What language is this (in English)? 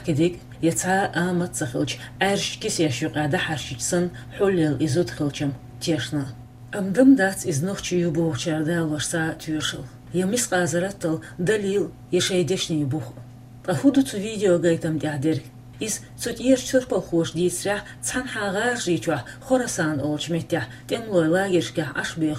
Chechen